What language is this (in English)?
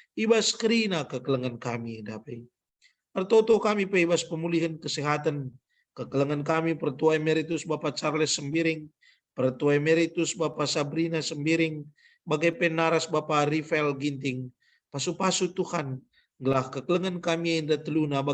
Batak Karo